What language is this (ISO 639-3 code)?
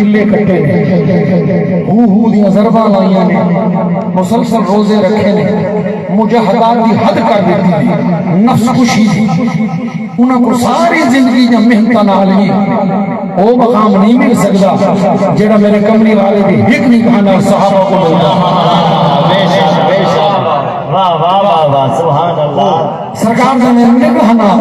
skr